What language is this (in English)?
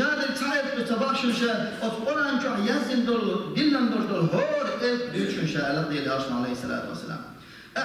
Chechen